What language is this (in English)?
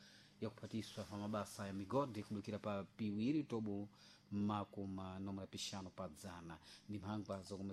Sena